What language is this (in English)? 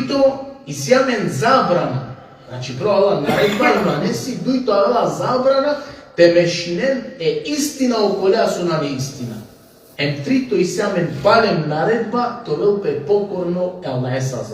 Balkan Romani